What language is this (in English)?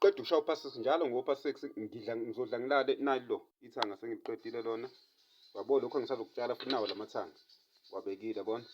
Zulu